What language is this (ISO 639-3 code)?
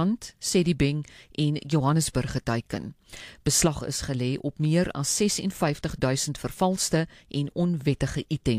afr